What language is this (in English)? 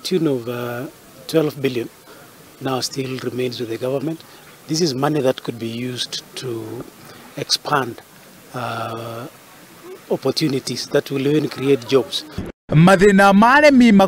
Kikuyu